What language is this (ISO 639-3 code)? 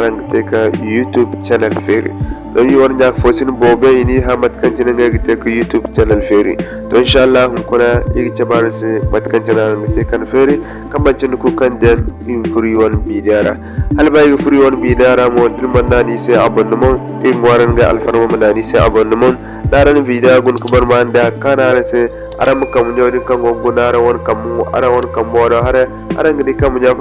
dje